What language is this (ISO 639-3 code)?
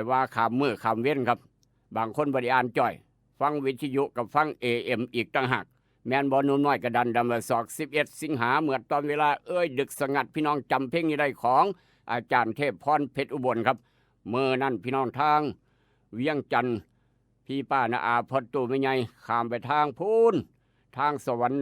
tts